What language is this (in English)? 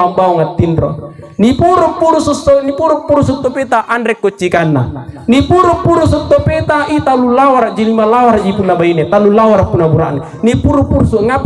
Makasar